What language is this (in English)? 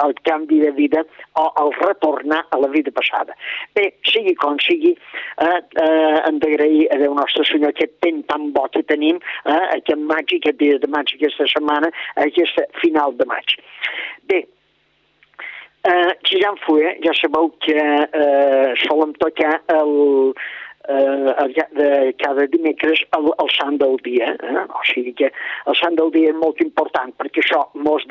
Catalan